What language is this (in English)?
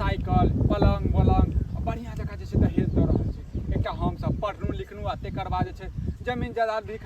Maithili